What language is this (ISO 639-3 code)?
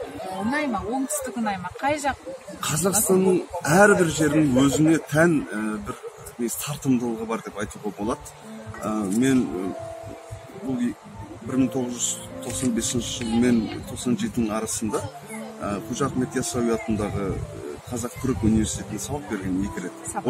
kaz